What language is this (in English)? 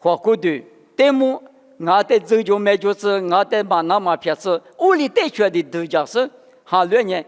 Lisu